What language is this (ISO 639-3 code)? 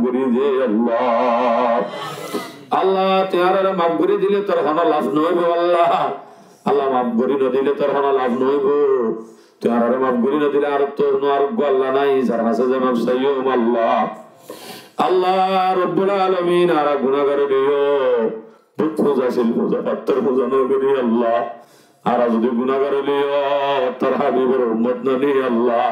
rhg